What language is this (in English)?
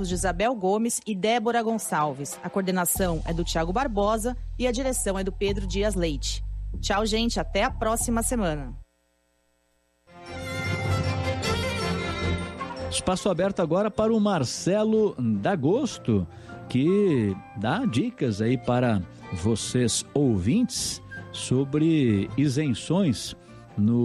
Portuguese